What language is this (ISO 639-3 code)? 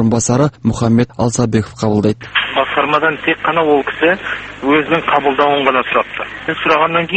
kaz